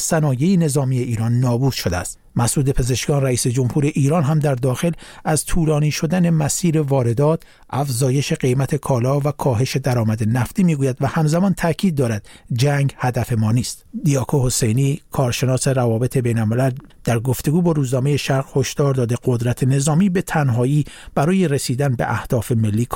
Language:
Persian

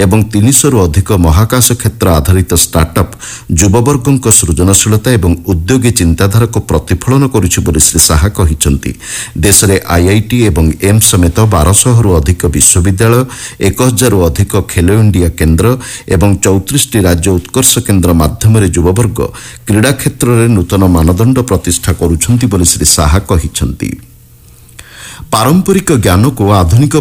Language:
Odia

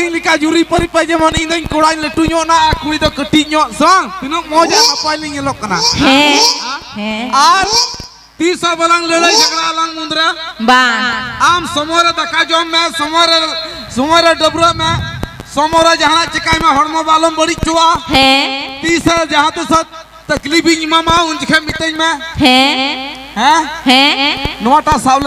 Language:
Santali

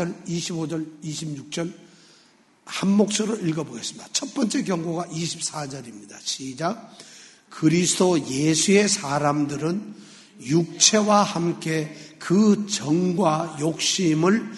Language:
Korean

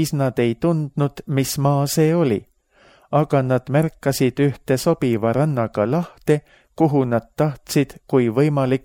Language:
Estonian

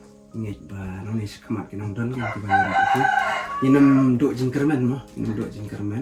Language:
Khasi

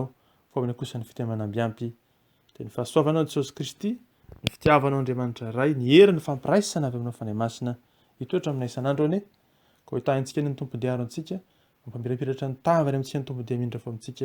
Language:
Malagasy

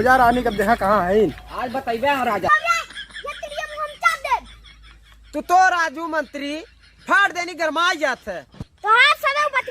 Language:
Bhojpuri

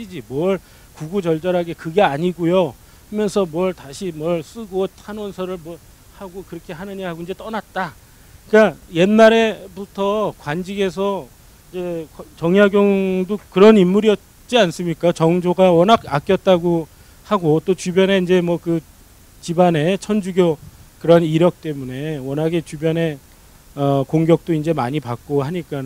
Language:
Korean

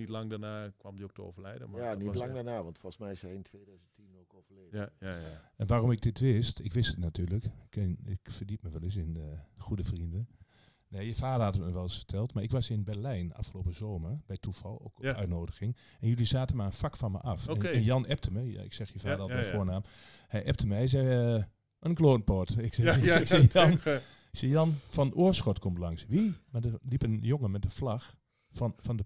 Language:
Dutch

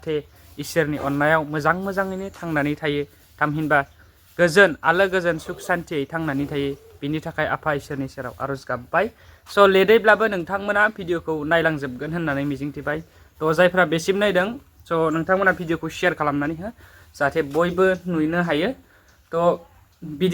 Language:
Bodo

